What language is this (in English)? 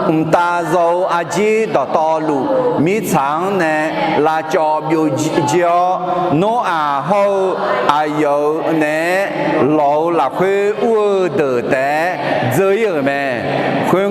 Akha